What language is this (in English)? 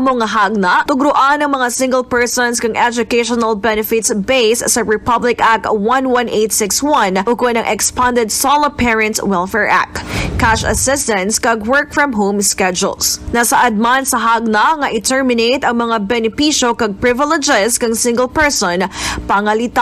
Kinaray-a